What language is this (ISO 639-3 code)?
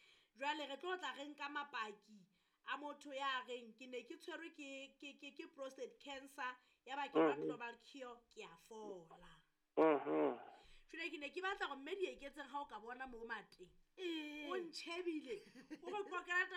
sot